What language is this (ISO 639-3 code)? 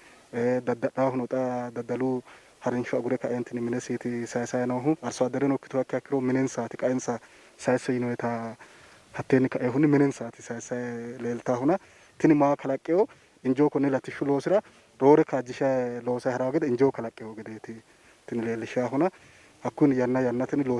sid